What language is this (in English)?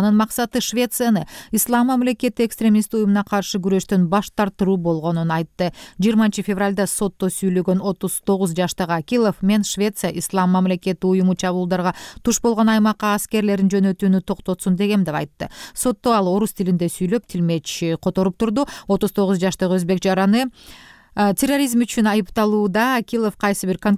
Kyrgyz